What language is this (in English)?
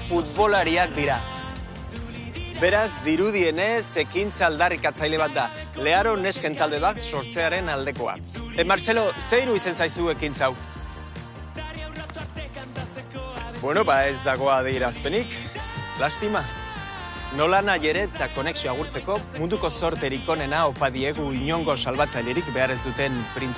Basque